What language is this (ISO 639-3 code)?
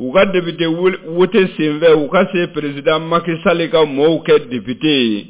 bam